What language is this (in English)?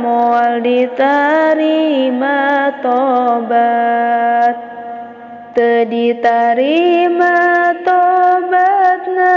Sundanese